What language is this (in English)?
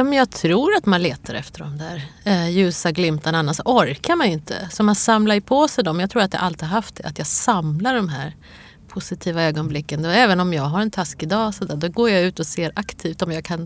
Swedish